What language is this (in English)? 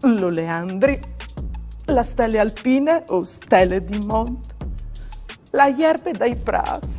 Friulian